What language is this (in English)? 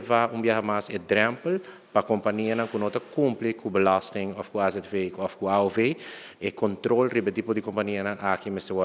Papiamento